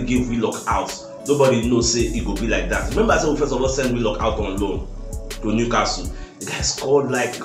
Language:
Nigerian Pidgin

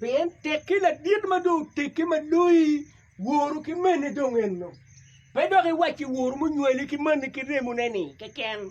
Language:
Acoli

